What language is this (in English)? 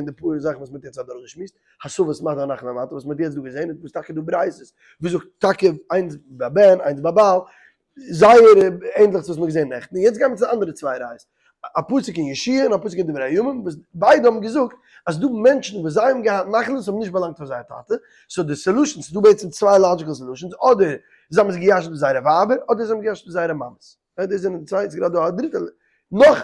Yiddish